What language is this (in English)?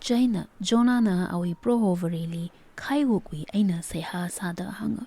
Tangkhul Naga (India)